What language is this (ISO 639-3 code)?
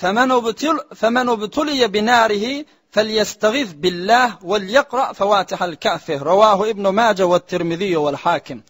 tuk